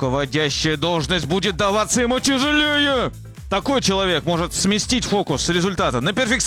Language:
Russian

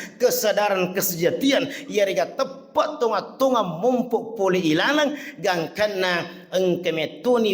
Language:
Buginese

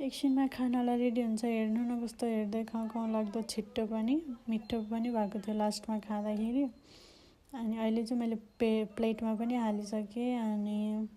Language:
Nepali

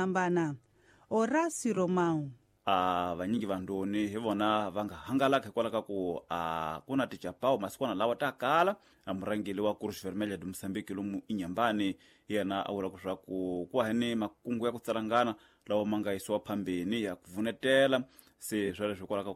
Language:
Tsonga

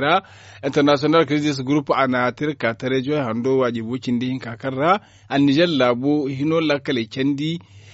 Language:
Zarma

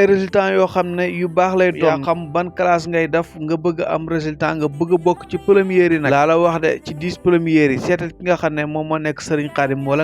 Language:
Wolof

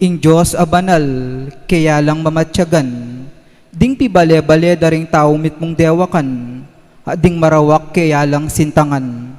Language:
Pampanga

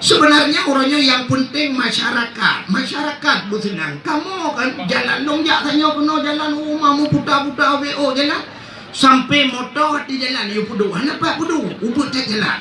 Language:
Achinese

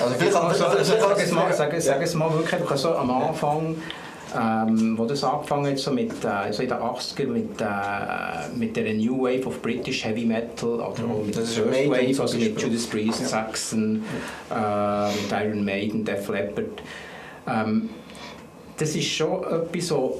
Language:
Swiss German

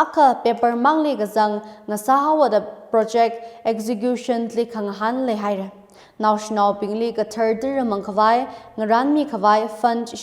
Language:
Tangkhul Naga (India)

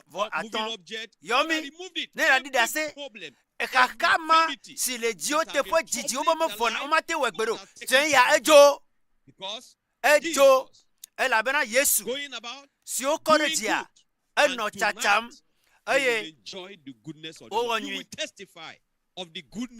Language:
Ewe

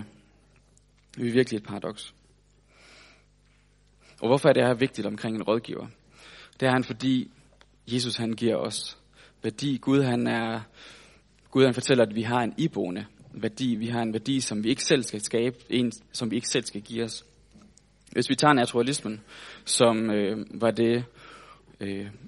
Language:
Danish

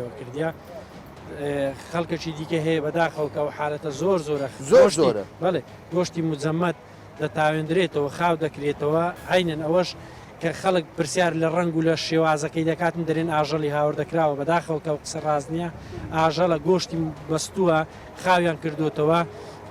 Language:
Central Kurdish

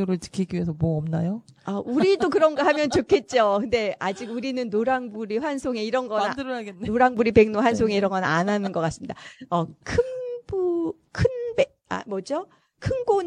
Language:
Korean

